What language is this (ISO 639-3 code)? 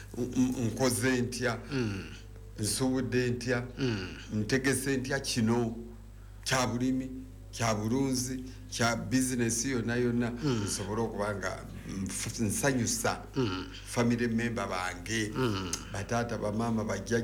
lug